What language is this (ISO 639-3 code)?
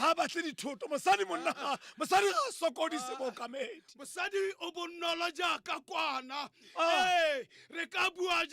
tsn